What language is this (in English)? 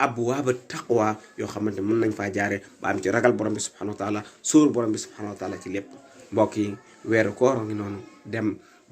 Wolof